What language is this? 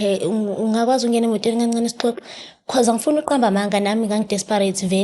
Zulu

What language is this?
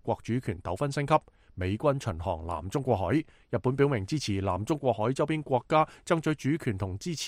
Cantonese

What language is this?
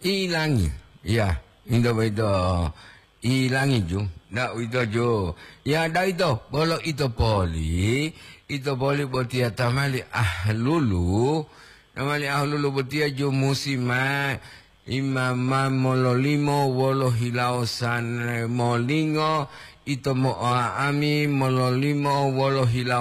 Gorontalo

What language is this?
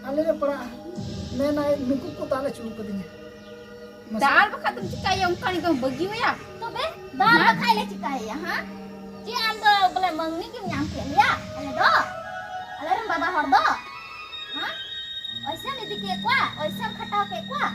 Santali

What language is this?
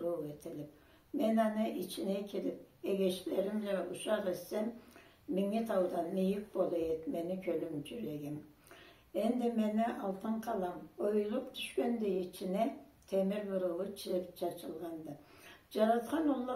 Karachay-Balkar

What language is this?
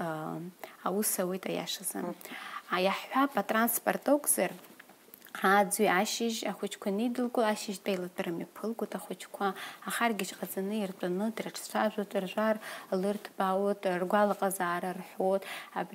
Abkhazian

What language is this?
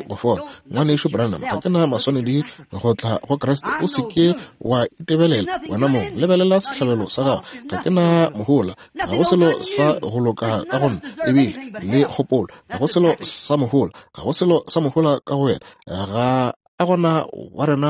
Northern Sotho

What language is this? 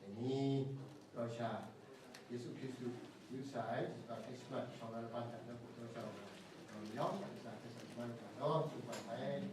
Kachin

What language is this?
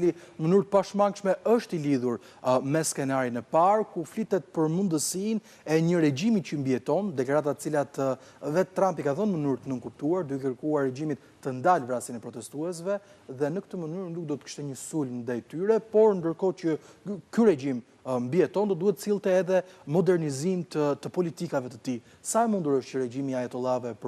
Albanian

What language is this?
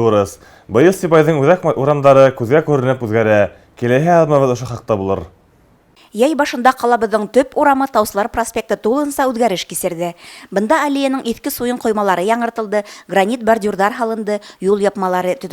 Bashkir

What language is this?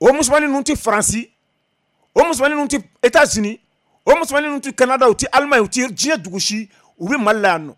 Bambara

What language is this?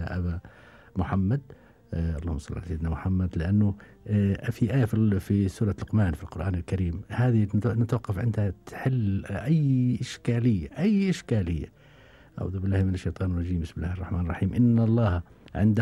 Gulf Arabic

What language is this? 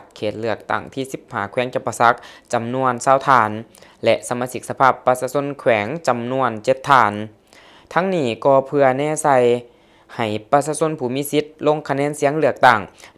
Lao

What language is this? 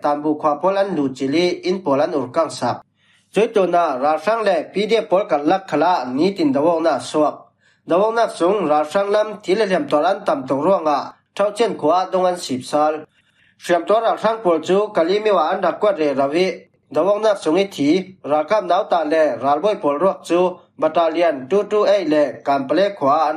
Falam Chin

